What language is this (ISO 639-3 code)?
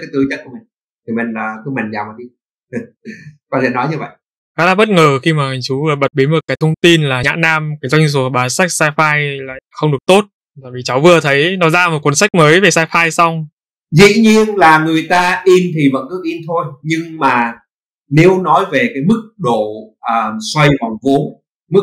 vie